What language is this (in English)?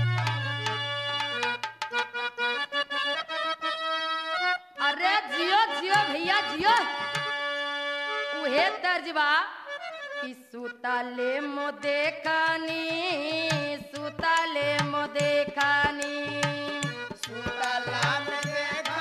Bhojpuri